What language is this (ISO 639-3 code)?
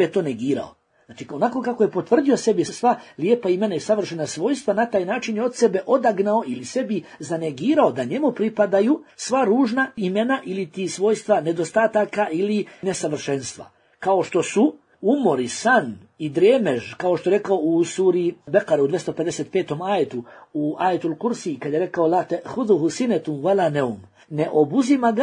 bos